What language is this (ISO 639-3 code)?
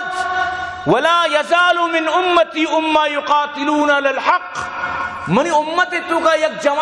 bgp